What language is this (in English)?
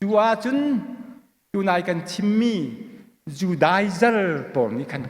Hakha Chin